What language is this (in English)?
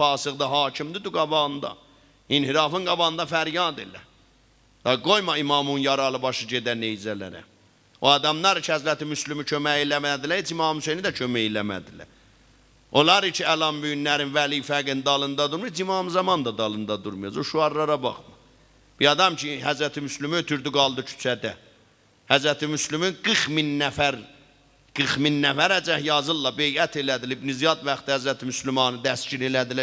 South Azerbaijani